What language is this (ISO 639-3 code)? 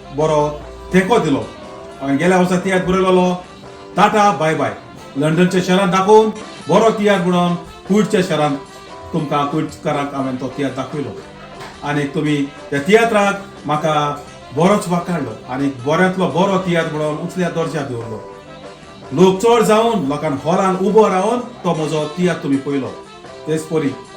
kok